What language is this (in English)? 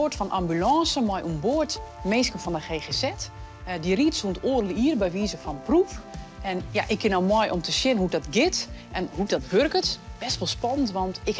Western Frisian